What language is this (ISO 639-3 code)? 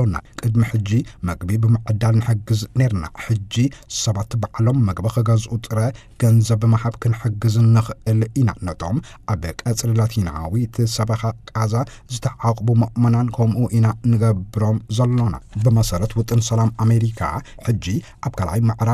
tir